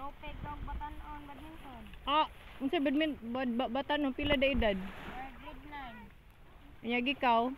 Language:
Cebuano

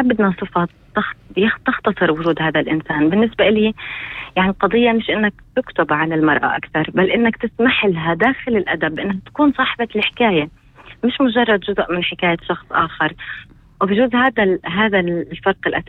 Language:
North Levantine Arabic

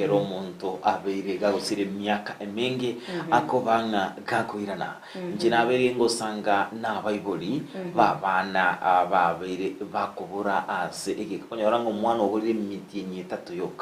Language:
Gusii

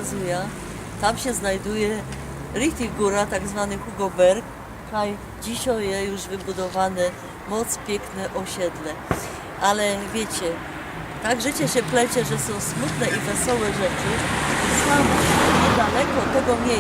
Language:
Silesian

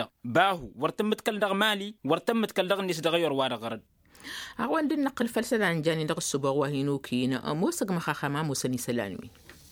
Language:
Tamasheq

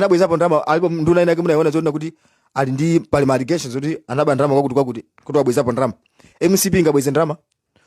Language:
Nyanja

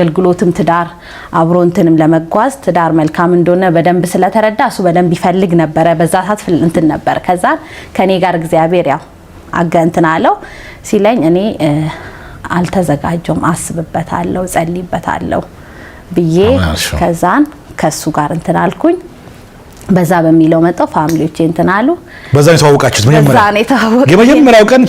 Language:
Amharic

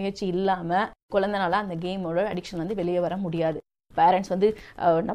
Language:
Tamil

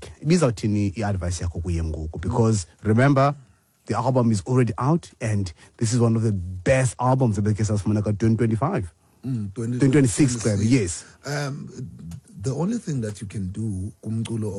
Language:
Xhosa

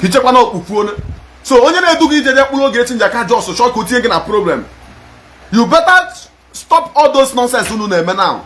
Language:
Igbo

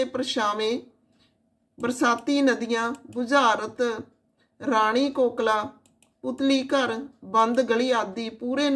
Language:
Punjabi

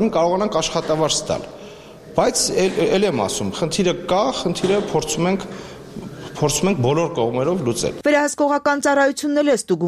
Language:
Armenian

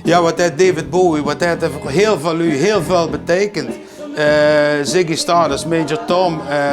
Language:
Limburgish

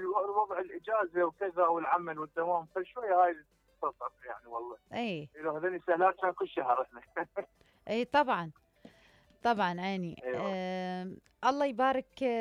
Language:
Mesopotamian Arabic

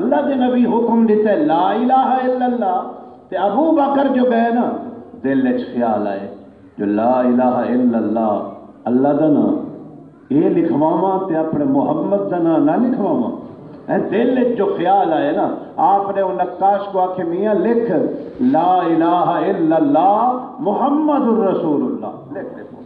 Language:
Saraiki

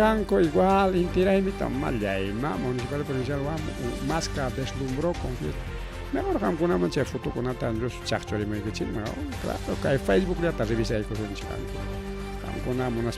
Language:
Ayacucho Quechua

